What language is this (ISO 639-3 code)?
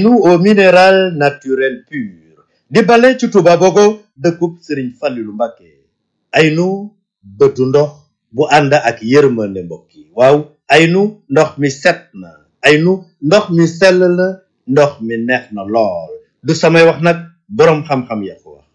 wol